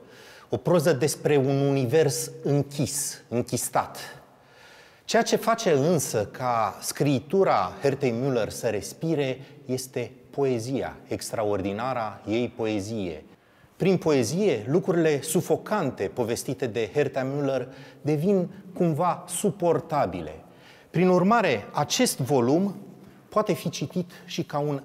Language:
Romanian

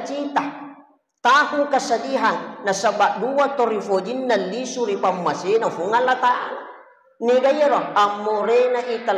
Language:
Buginese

